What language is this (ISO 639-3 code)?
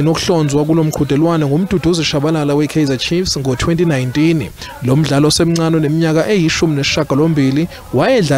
zul